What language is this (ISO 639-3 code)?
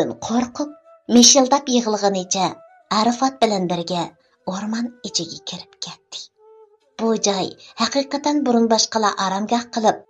uig